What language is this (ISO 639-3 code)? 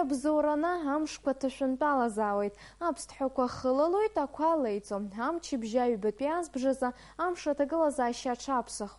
abk